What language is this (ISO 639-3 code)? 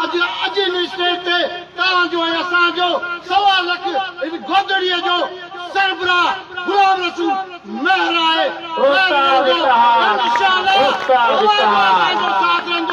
snd